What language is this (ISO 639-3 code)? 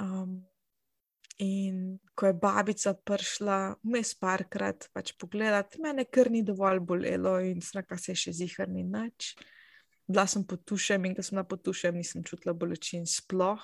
slv